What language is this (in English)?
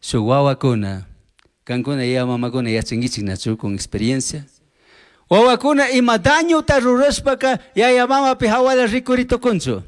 Chimborazo Highland Quichua